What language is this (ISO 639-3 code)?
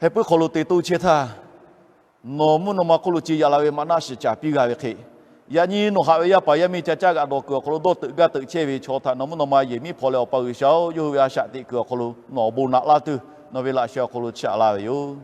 lhu